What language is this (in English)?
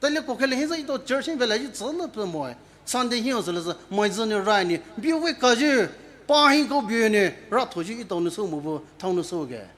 Poumei Naga